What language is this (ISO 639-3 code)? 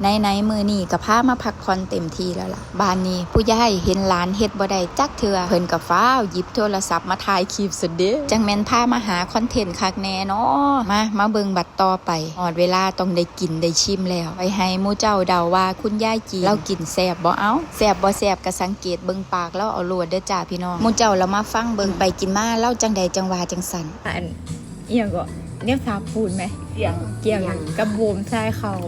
lao